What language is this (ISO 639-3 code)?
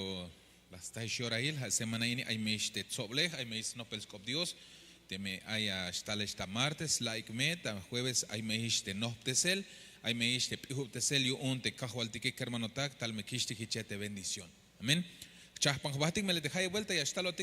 tzh